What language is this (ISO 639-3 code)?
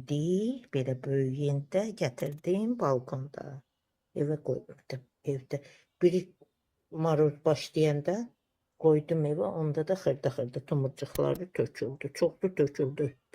aze